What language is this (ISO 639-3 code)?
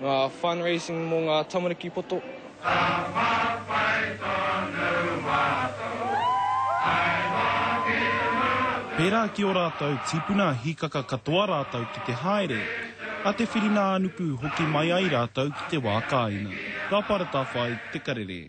mri